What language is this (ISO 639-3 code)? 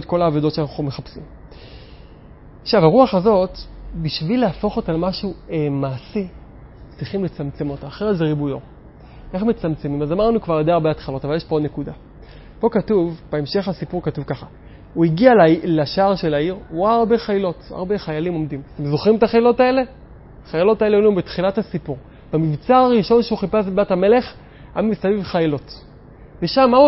heb